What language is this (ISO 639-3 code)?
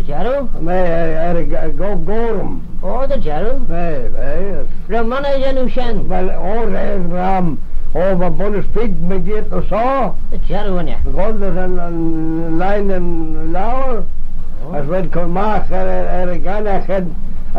glv